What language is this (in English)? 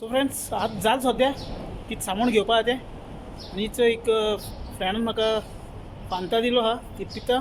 Konkani